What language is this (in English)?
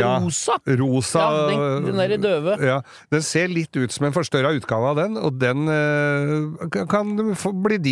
Norwegian